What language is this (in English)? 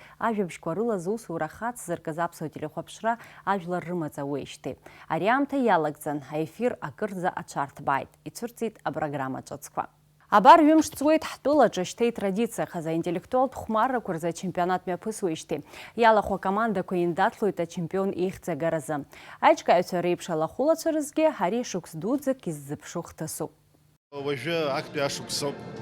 Abkhazian